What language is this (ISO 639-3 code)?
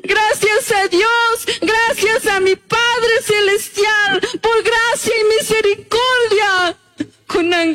qug